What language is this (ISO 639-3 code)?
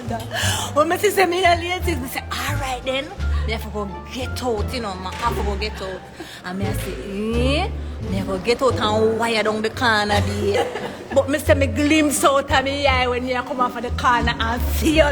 jam